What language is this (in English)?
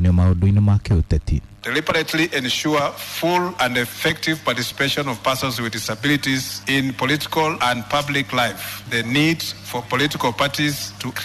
Kikuyu